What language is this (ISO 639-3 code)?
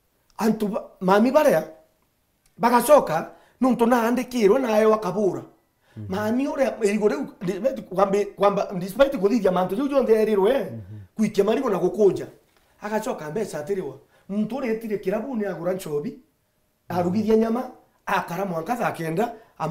mer